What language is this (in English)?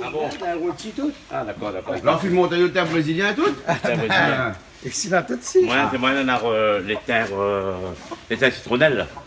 Réunion Creole French